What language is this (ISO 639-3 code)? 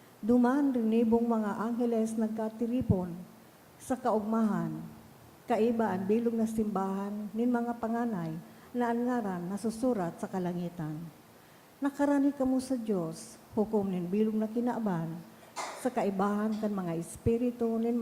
bik